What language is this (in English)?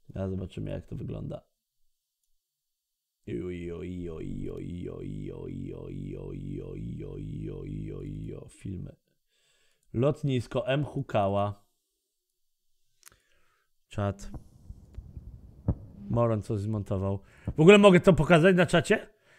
Polish